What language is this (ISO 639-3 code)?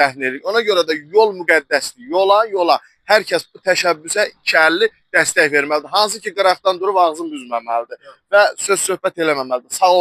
aze